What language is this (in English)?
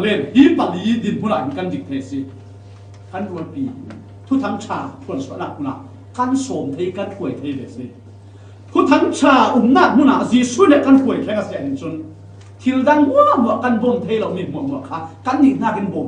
Falam Chin